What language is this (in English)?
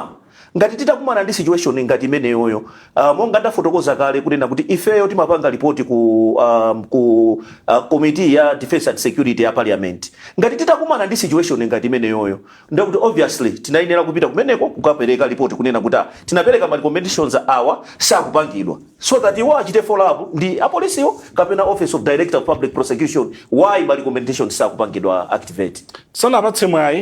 Nyanja